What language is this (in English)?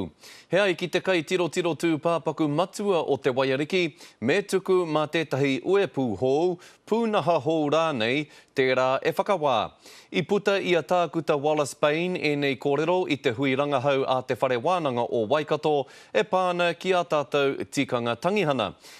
Māori